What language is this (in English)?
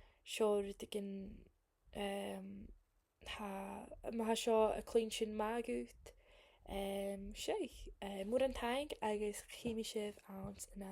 Scottish Gaelic